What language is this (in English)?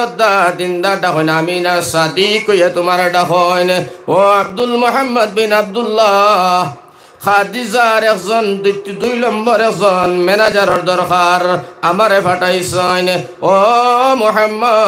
Sylheti